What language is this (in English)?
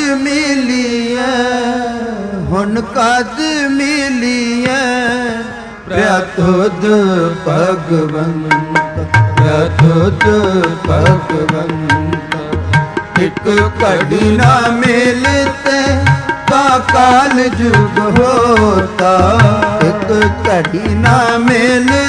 Punjabi